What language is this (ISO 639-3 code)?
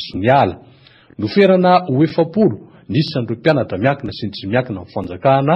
mlg